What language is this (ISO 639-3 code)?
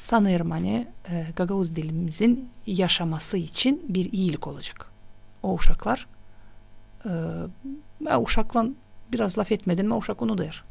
gag